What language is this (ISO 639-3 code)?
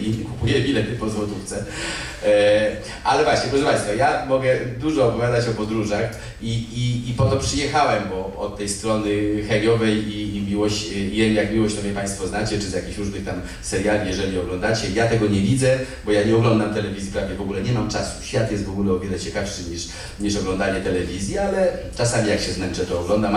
pol